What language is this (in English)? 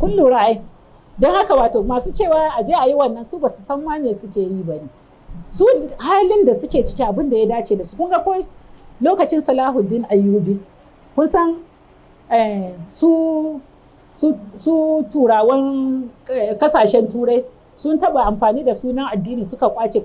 Hausa